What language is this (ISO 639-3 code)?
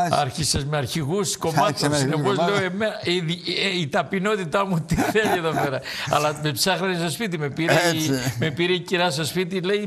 ell